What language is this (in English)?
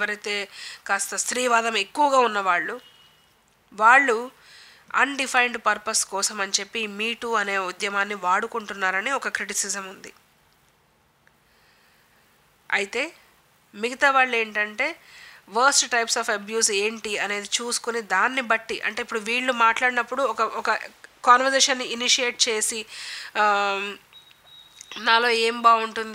Telugu